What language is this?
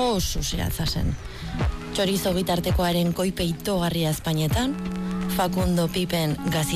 Basque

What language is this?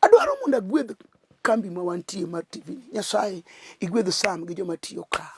Luo (Kenya and Tanzania)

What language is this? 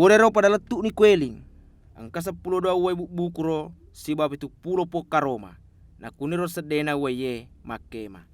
Buginese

